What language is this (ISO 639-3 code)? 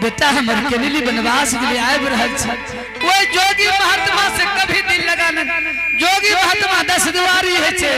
anp